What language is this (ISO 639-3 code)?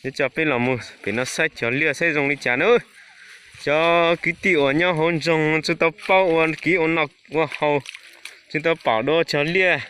hmn